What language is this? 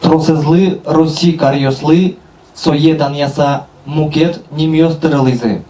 Udmurt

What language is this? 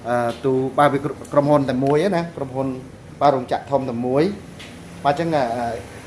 Khmer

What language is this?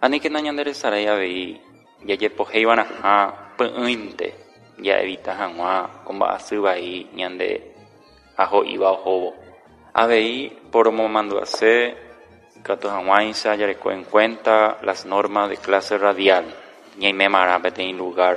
Guarani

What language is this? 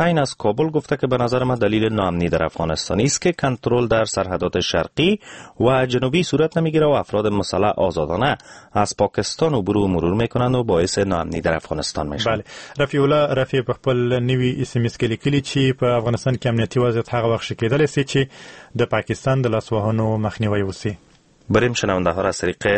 Persian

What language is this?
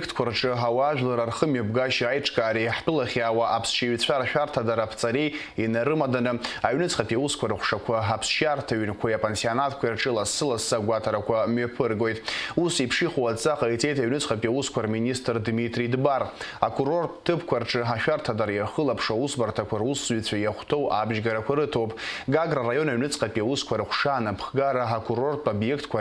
Abkhazian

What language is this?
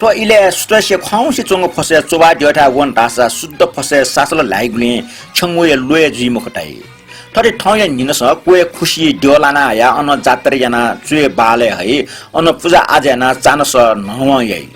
Newari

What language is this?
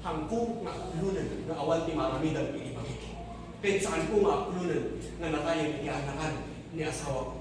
Iloko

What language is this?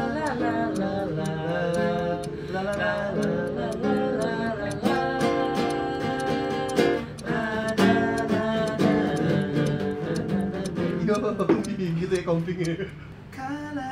Indonesian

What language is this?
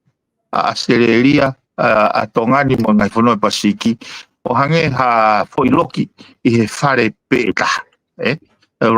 Tongan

